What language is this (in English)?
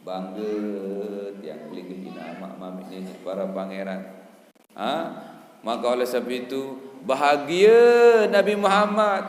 Sasak